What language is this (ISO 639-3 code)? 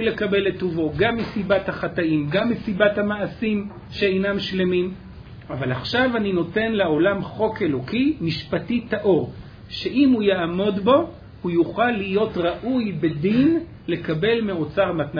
heb